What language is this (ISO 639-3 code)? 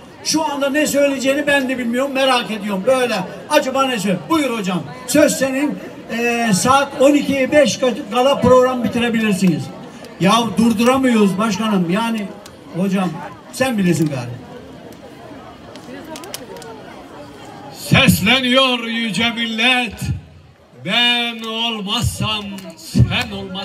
tur